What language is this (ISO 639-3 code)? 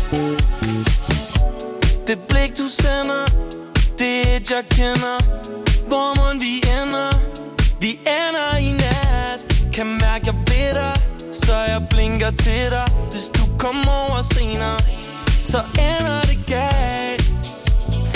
dan